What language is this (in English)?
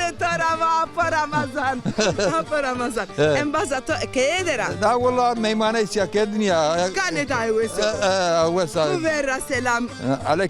Zaza